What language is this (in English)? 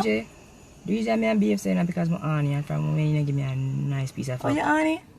Jamaican Creole English